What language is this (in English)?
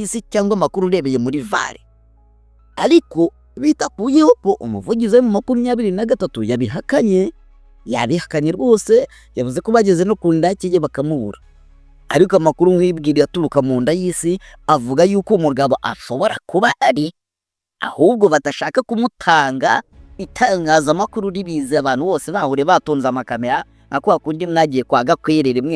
Kinyarwanda